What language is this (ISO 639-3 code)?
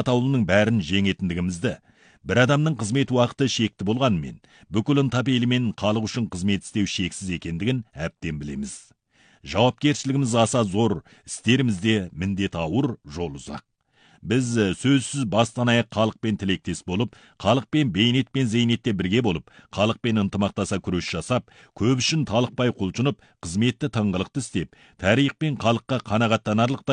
kaz